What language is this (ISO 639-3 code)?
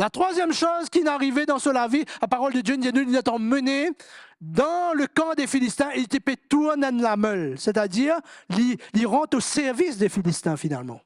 mfe